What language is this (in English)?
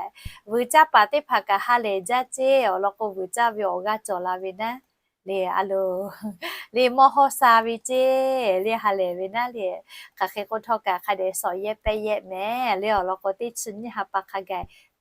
Lahu